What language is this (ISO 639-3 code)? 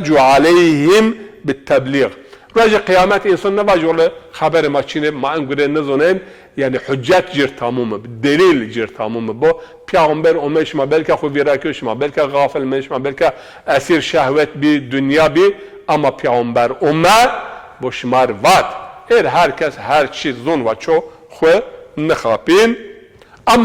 zza